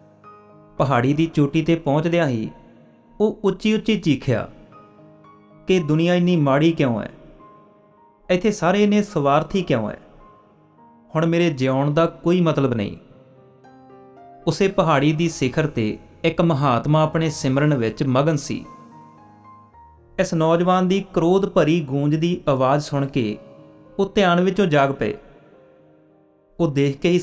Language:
Punjabi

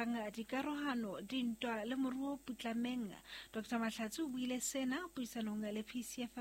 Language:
Southern Sotho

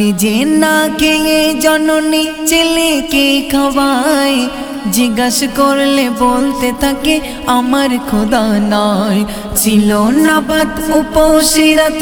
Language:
Bangla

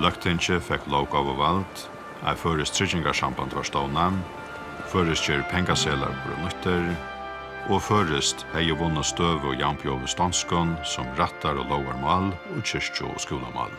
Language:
Faroese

